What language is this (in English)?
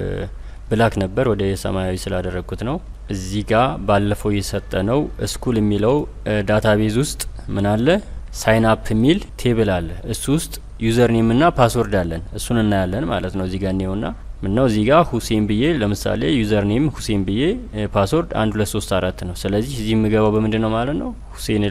Amharic